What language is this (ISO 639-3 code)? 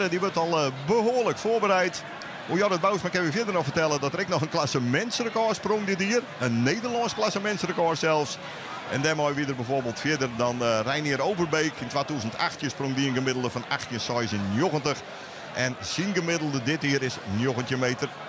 fry